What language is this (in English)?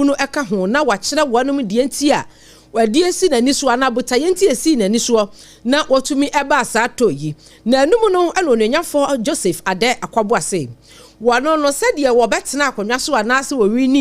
Akan